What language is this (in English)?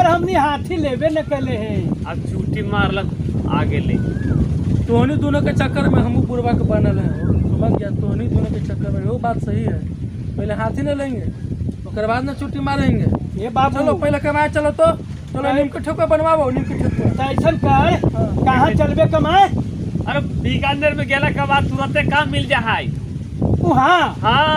Magahi